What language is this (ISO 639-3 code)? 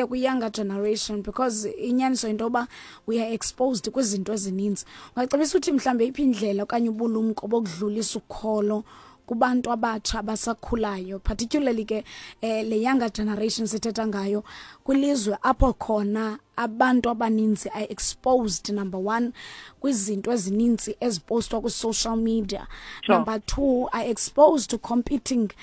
xho